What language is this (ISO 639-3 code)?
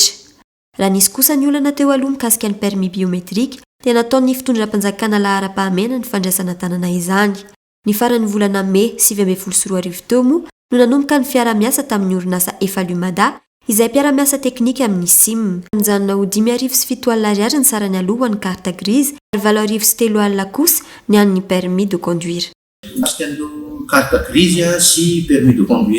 mlg